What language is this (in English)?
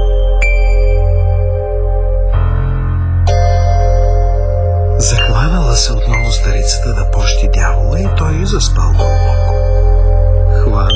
Bulgarian